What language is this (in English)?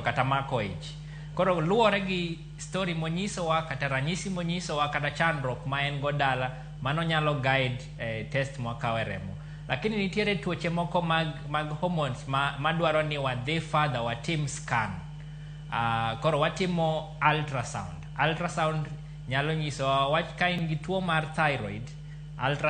Luo (Kenya and Tanzania)